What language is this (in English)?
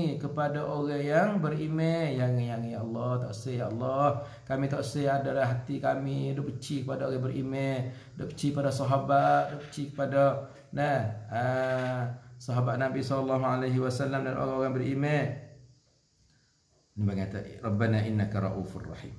Malay